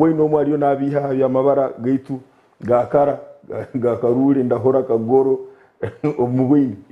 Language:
Nyankole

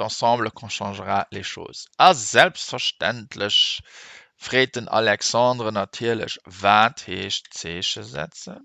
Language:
Luxembourgish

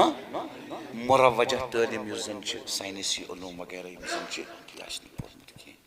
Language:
Kashmiri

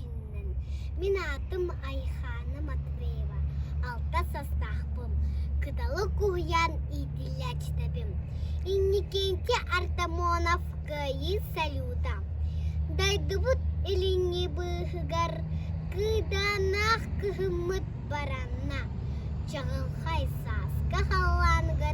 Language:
Yakut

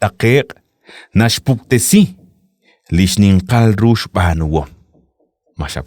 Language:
Kekchí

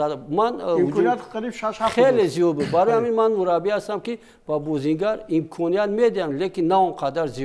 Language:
Tajik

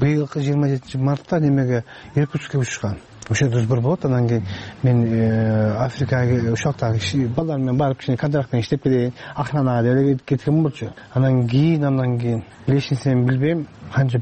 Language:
Kyrgyz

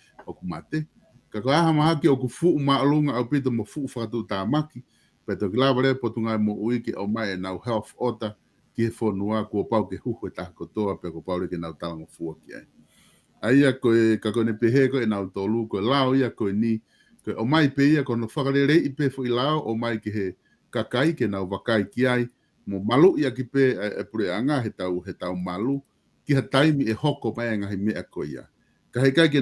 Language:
Tongan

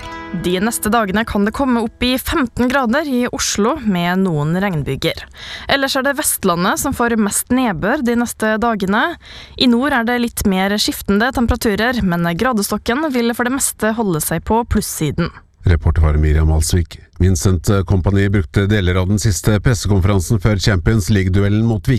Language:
Norwegian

